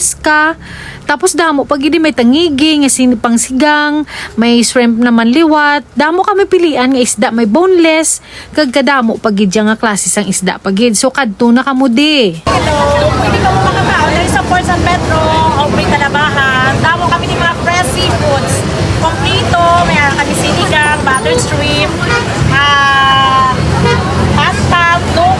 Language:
Hiligaynon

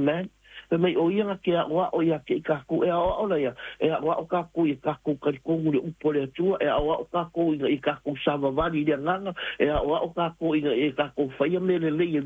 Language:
Samoan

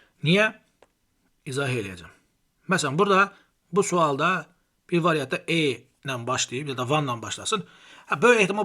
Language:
Azerbaijani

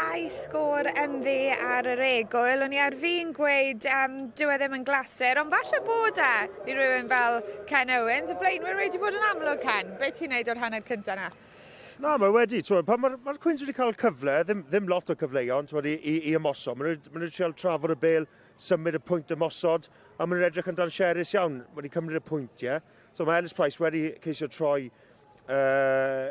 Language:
Welsh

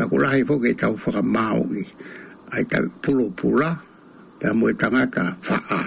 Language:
Tongan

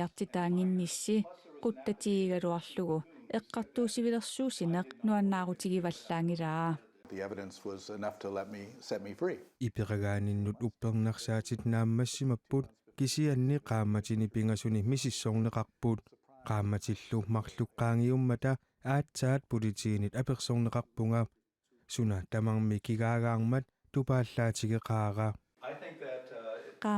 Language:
Kalaallisut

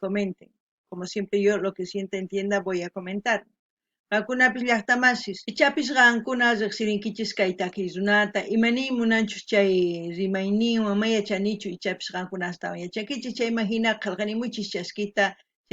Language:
South Bolivian Quechua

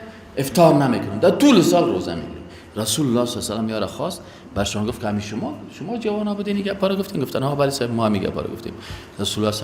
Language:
Persian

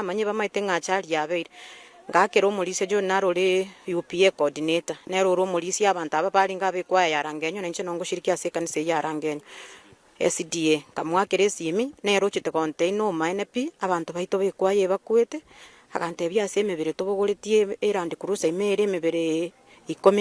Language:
Gusii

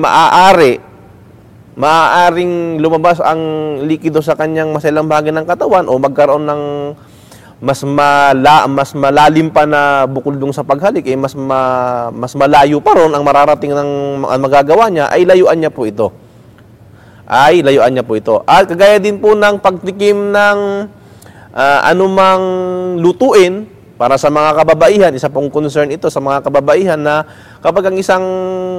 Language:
Filipino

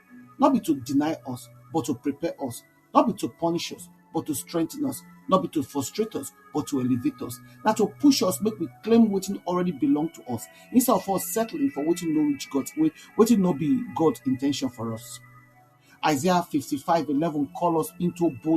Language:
Nigerian Pidgin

